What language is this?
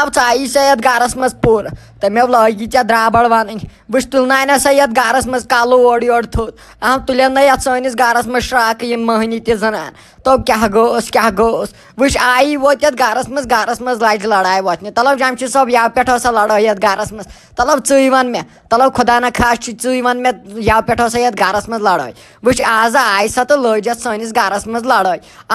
Kashmiri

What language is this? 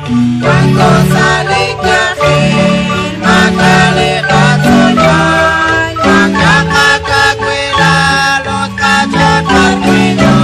Kekchí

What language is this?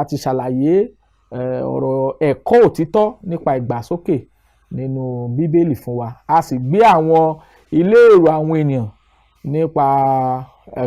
Yoruba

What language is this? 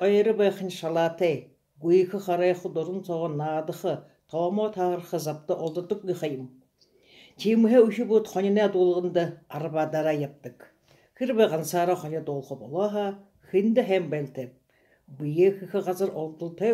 Buriat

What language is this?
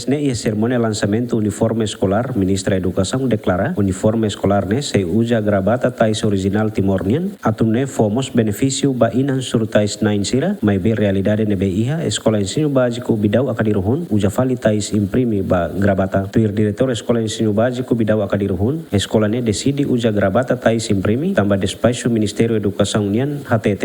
Tetum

